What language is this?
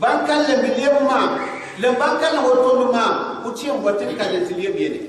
Gourmanchéma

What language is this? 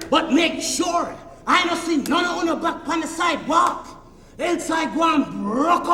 Jamaican Creole English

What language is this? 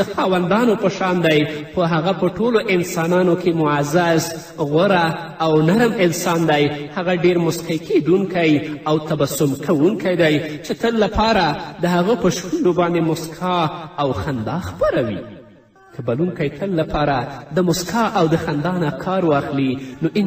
Pashto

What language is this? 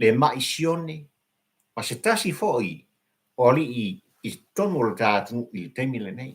Samoan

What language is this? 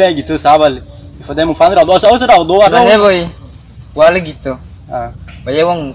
Nias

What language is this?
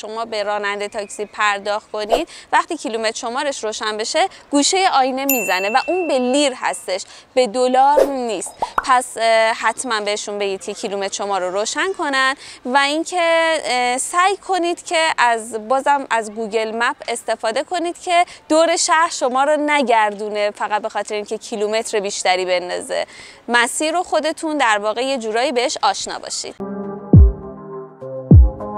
Persian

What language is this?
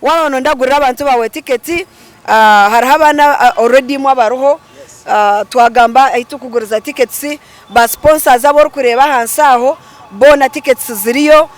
Nyankole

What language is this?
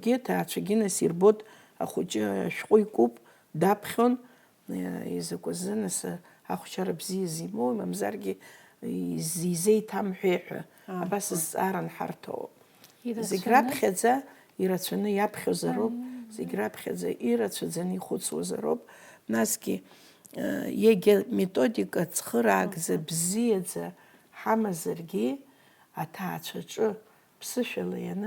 Abkhazian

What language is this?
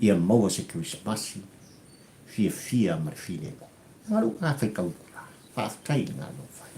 Samoan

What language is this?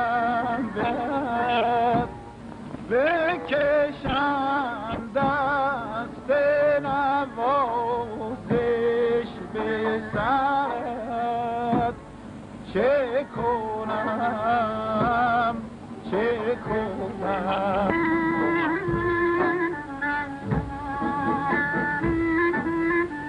Persian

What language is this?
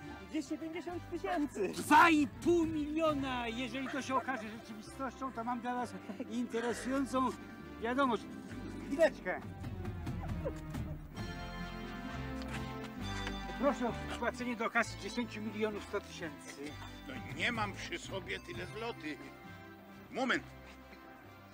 Polish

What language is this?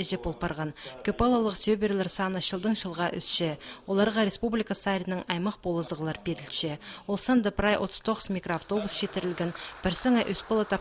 Khakas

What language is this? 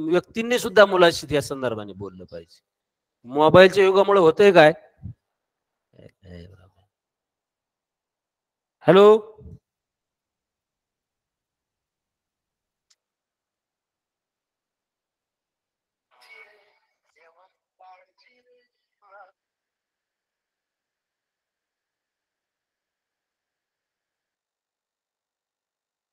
Marathi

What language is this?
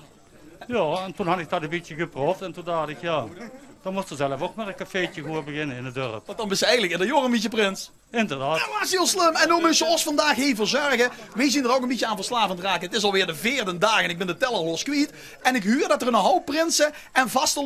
Limburgish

